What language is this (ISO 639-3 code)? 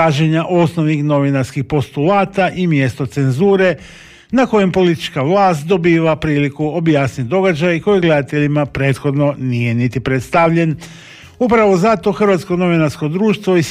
hrv